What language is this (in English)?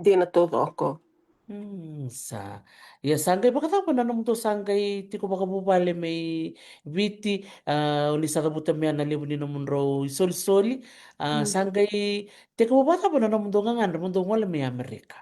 Fijian